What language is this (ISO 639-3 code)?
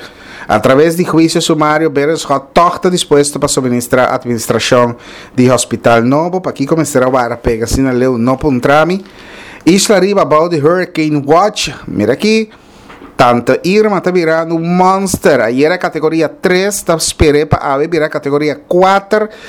pap